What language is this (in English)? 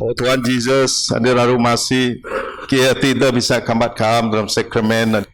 Biatah Bidayuh